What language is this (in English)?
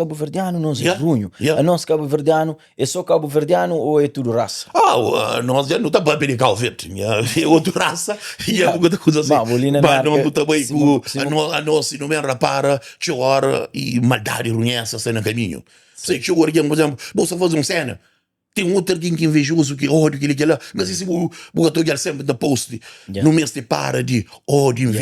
Kabuverdianu